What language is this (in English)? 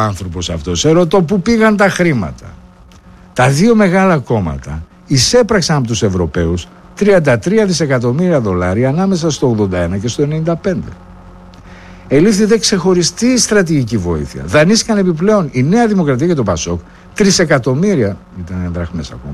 Greek